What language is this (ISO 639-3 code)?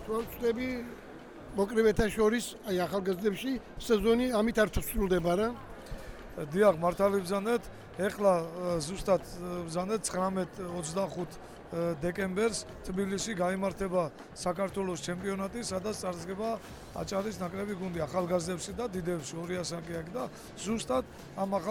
kat